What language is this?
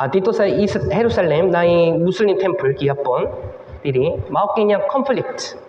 Cebuano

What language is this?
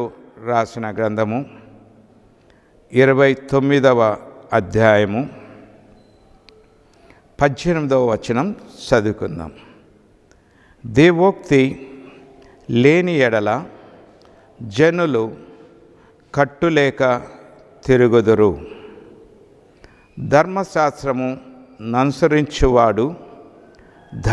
Telugu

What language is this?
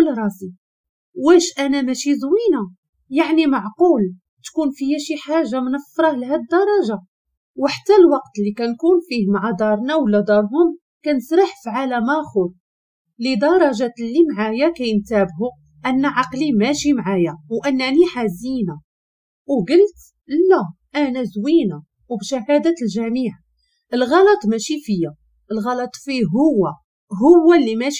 Moroccan Arabic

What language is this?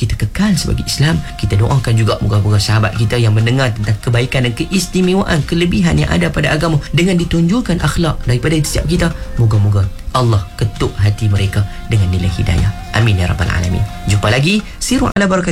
Malay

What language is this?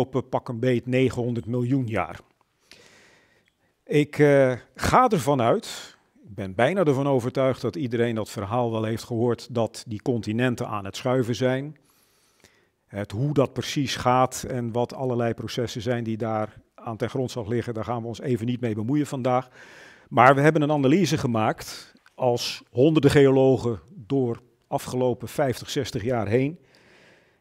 Dutch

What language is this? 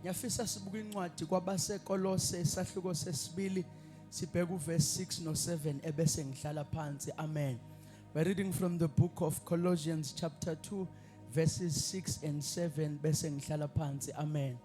Zulu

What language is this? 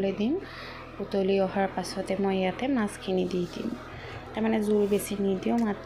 Assamese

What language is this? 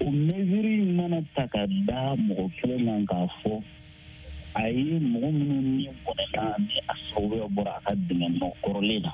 Bambara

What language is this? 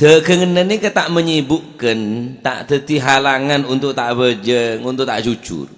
Madurese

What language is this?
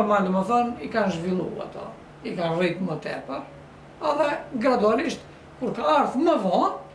Albanian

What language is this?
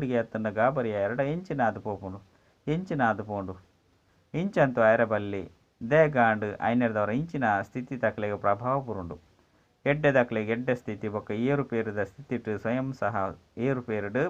Tulu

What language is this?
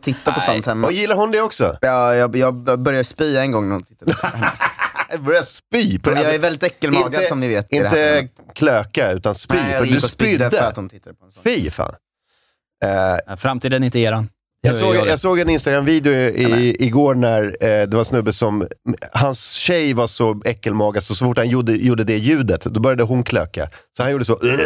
Swedish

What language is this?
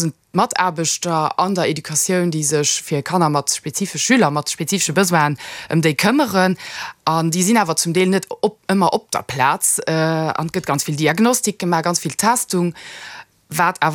Luxembourgish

